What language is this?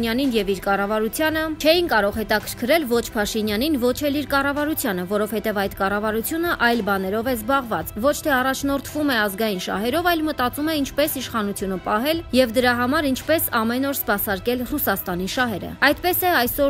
Armenian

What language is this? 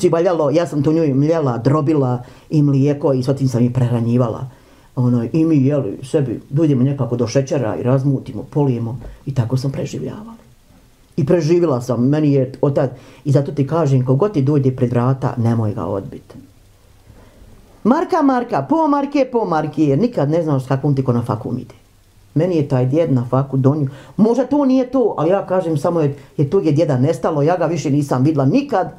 Bosnian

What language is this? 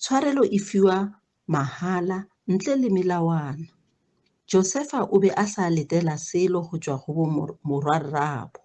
Northern Sotho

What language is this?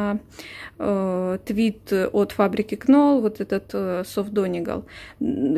Russian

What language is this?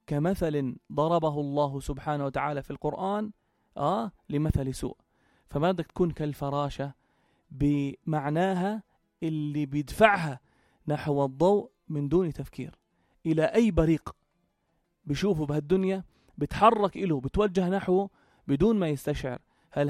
North Levantine Arabic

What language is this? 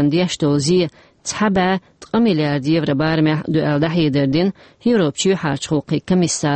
Chechen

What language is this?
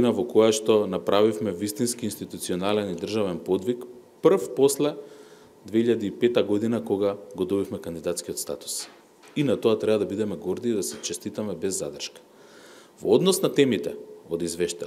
Macedonian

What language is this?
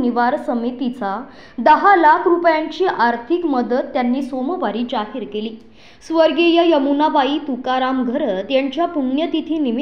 Marathi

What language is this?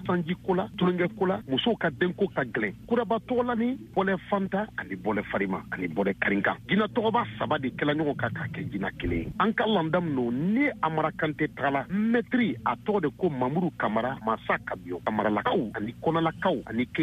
Bambara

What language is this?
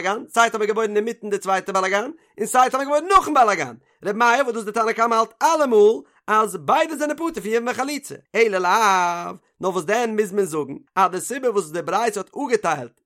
Yiddish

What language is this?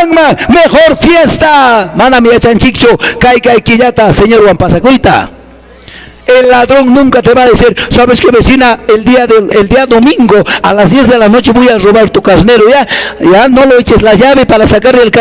Quechua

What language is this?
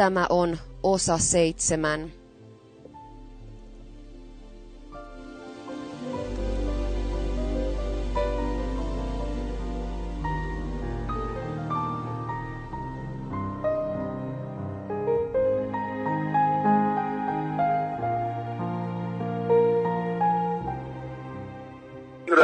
Finnish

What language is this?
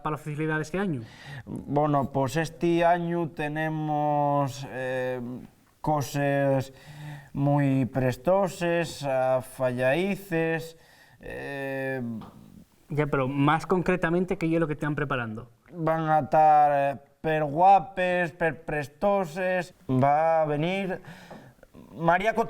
Asturian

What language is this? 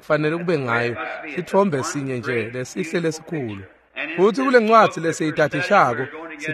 Swati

